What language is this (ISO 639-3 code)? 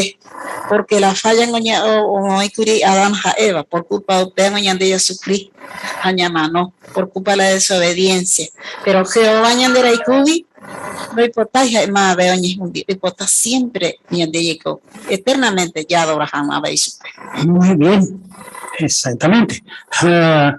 grn